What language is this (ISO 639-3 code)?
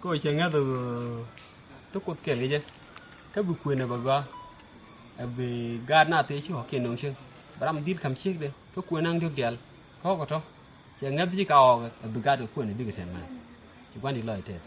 nus